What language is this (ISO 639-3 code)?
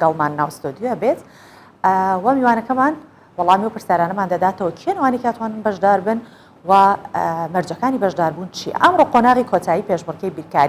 ckb